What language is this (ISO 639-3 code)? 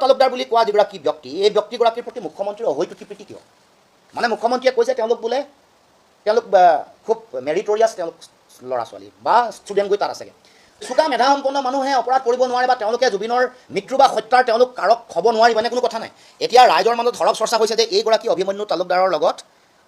asm